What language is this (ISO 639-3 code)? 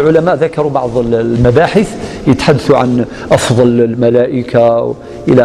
arq